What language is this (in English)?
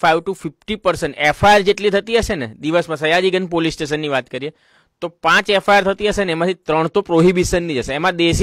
Gujarati